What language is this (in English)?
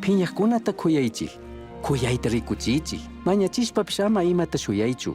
Chimborazo Highland Quichua